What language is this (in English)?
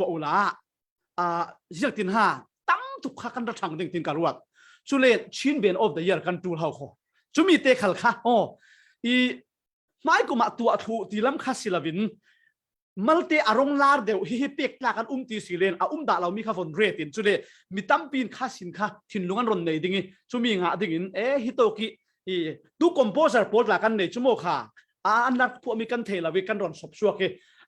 Falam Chin